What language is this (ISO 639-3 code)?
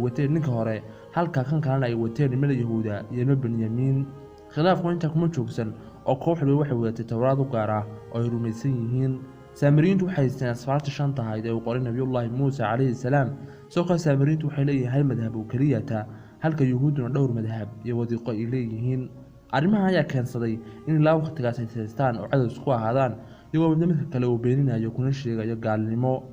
som